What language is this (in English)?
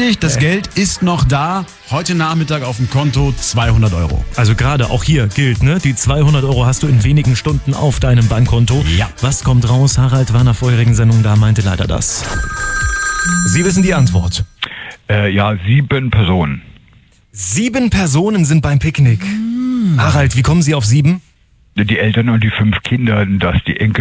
German